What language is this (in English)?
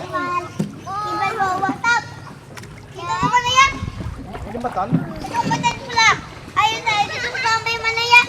Banjar